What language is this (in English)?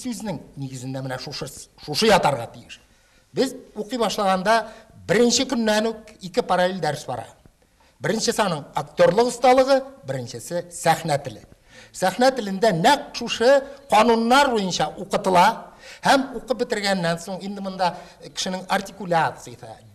Tatar